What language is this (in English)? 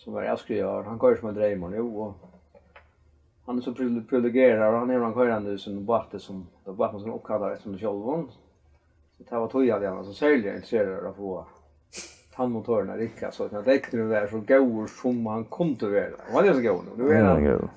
Faroese